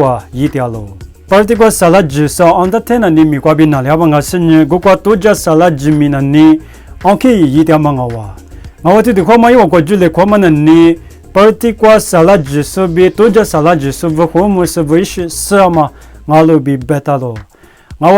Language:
Lisu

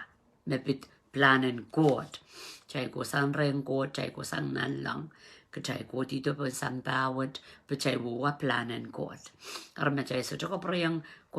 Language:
Pohnpeian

